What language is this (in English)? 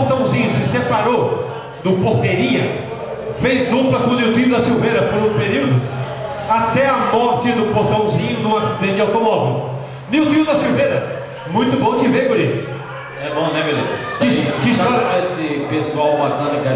Portuguese